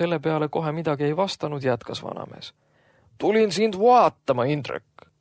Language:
Estonian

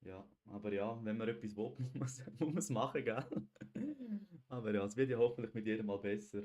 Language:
Swiss German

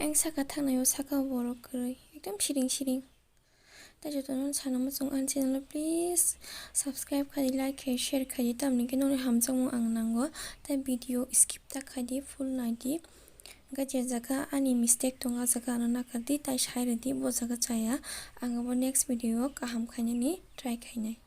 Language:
Kok Borok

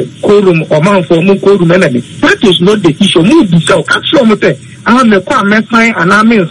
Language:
Akan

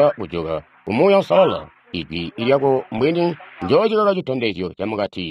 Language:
Tonga (Zambia)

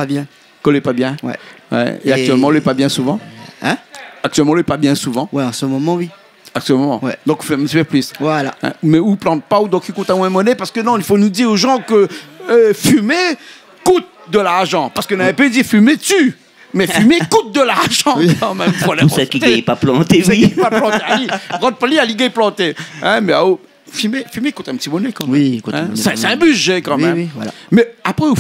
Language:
Réunion Creole French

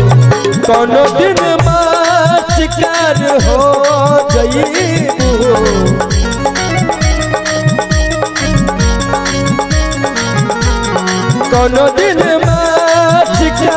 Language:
Bhojpuri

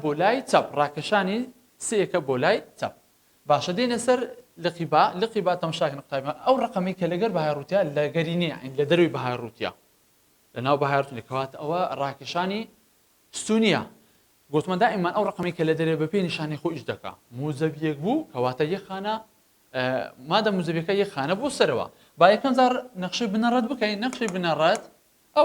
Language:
Central Kurdish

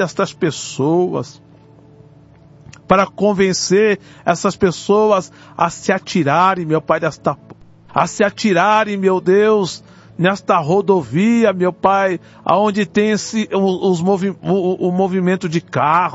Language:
Portuguese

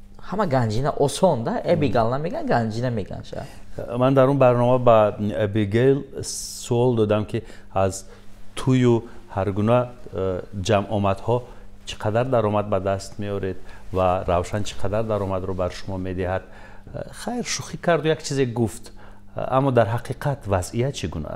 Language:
Tajik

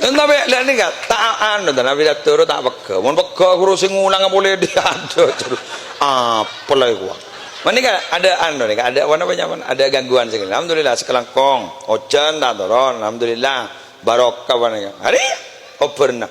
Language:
Madurese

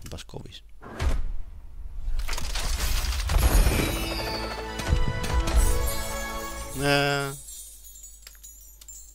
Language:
Finnish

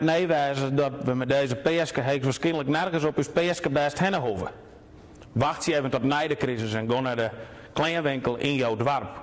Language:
Western Frisian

